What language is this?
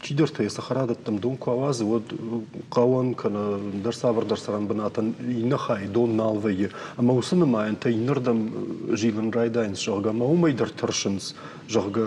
Ossetic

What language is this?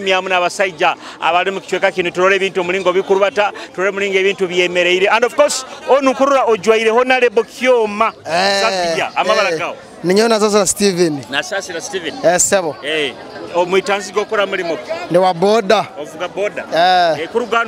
Nyoro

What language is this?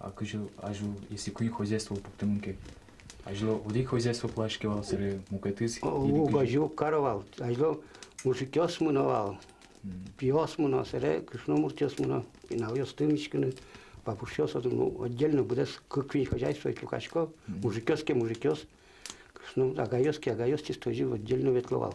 Udmurt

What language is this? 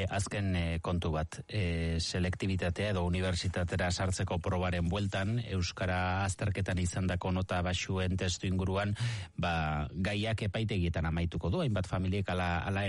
Basque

